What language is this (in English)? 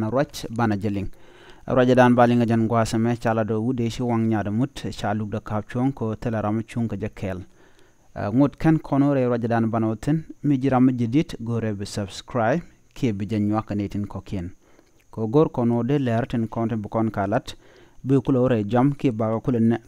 Nuer